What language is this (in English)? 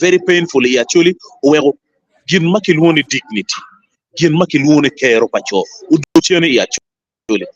Acoli